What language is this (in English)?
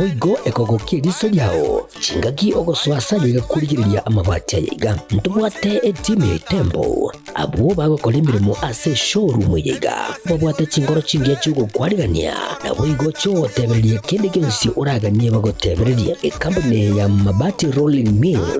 Gusii